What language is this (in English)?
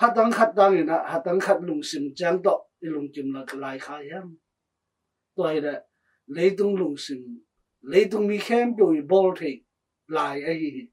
Tedim Chin